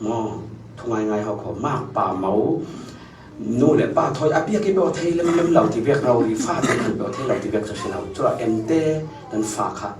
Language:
Falam Chin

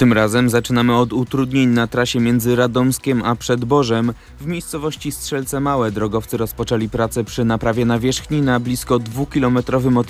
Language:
Polish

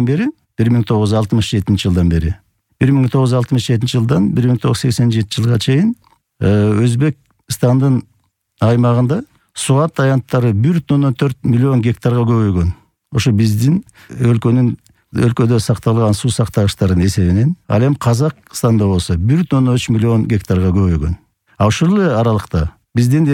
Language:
Kyrgyz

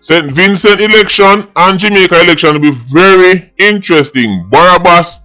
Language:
Jamaican Creole English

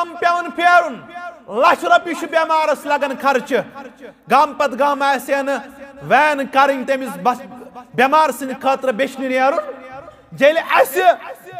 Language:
Kashmiri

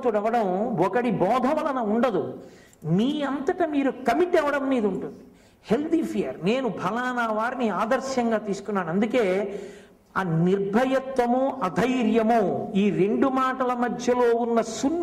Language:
Telugu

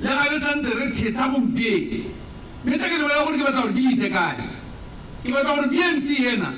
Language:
Tswana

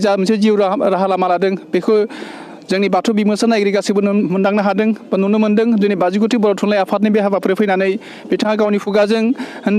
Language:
Bodo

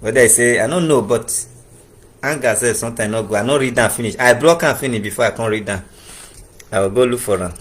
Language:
Nigerian Pidgin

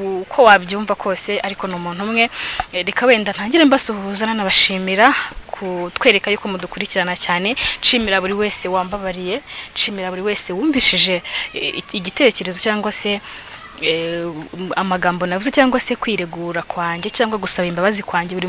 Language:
Kinyarwanda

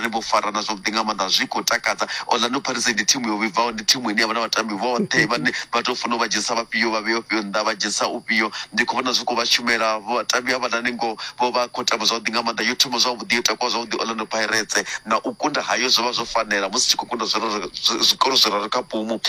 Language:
Venda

